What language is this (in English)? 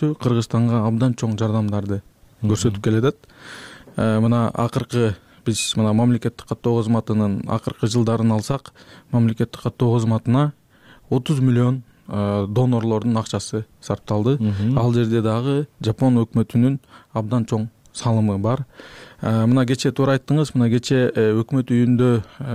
Kyrgyz